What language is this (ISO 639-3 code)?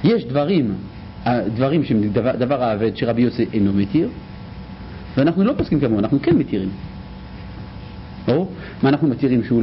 heb